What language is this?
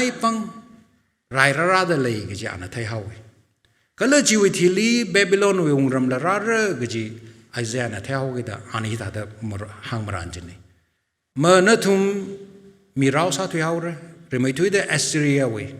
Tangkhul Naga (India)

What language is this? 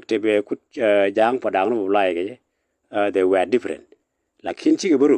Nuer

